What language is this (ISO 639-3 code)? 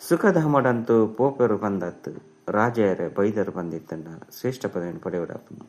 tcy